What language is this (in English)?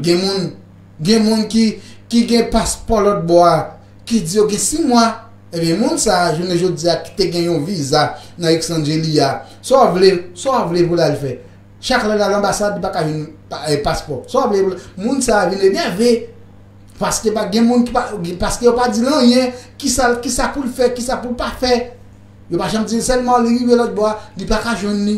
Haitian Creole